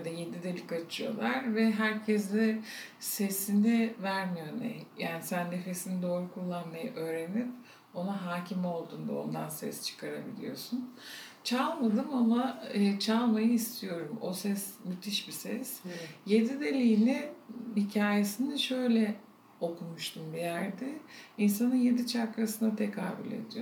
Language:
Turkish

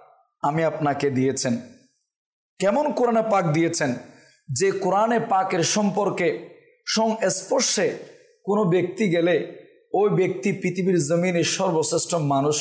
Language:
Bangla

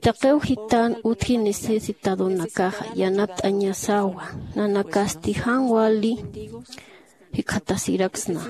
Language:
Aymara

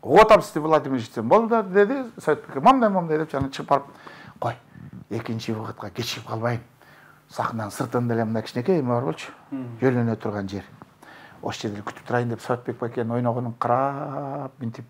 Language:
Kyrgyz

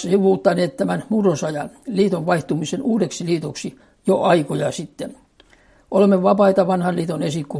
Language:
Finnish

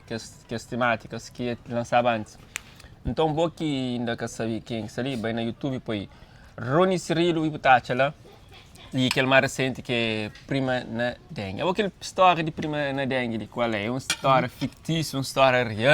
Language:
Kabuverdianu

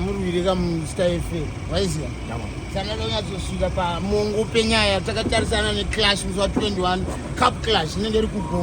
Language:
Shona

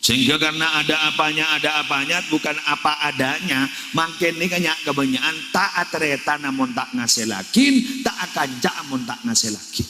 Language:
Madurese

